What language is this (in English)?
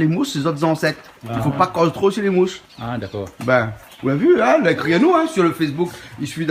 Réunion Creole French